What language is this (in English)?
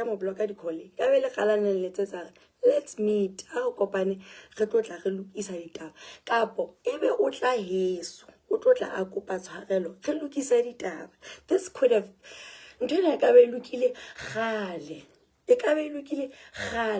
Southern Sotho